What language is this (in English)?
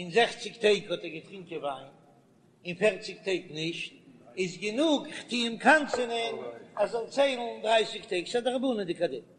Yiddish